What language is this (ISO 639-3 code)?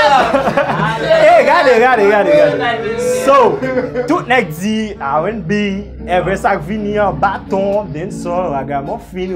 hat